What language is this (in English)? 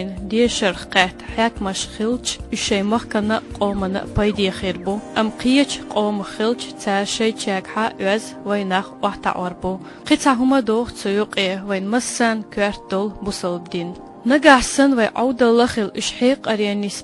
Chechen